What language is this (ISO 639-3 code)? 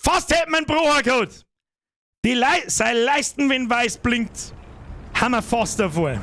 bar